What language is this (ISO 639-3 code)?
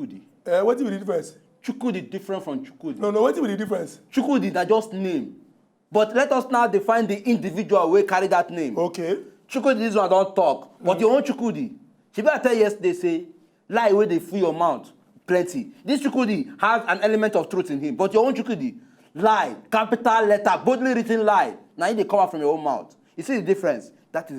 pcm